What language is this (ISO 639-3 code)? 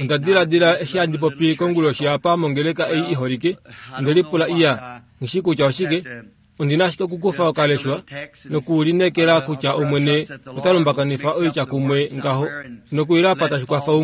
kua